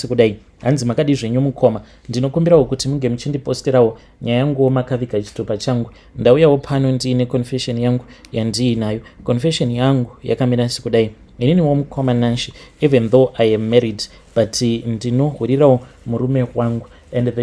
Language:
Shona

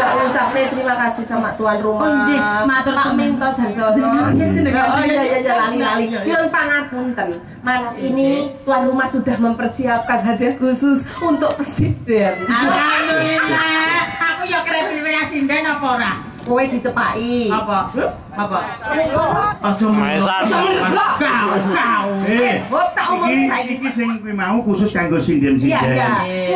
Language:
Javanese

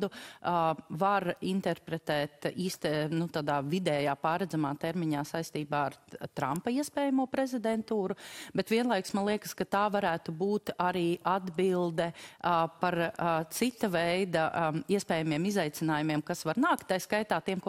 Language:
Latvian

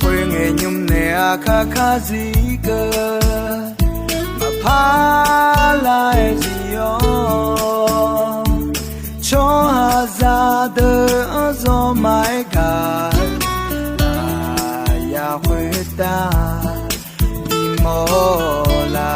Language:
Akha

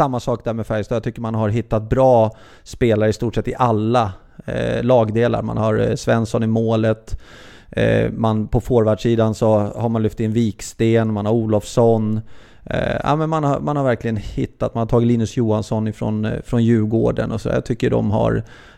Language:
Swedish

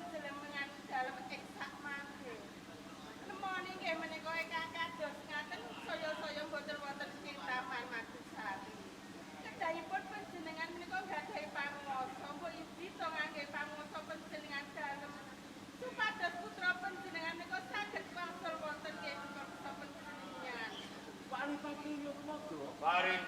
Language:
Javanese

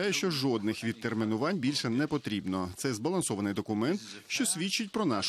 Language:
Ukrainian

